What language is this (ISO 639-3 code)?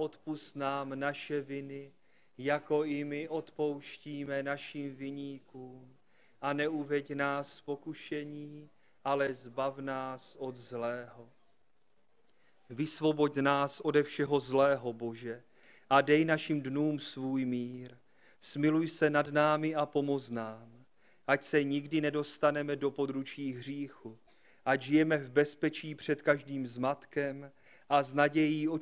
ces